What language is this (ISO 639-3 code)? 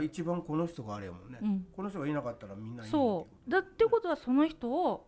jpn